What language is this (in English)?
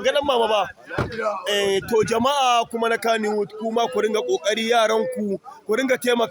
Hausa